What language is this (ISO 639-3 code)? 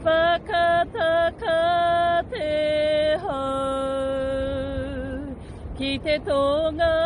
mri